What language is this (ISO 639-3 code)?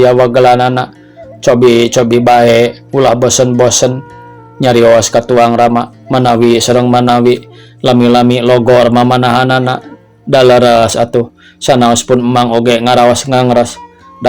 sun